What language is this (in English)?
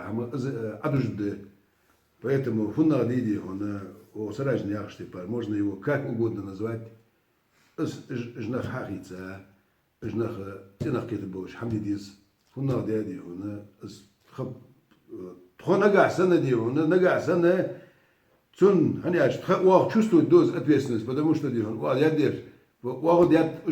Ingush